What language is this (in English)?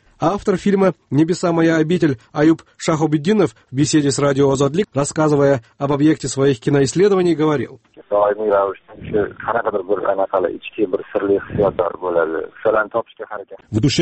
Russian